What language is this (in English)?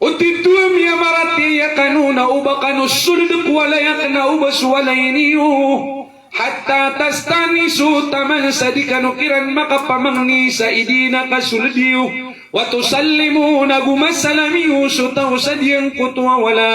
Maranao